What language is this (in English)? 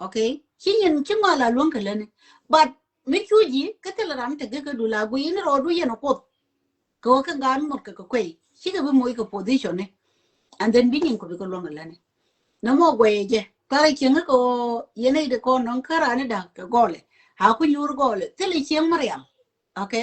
Nuer